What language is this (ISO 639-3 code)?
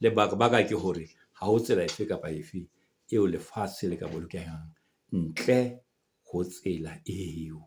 sot